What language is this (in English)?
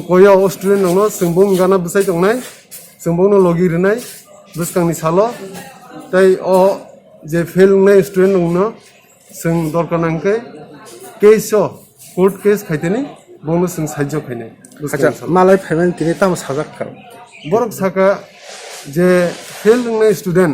Kok Borok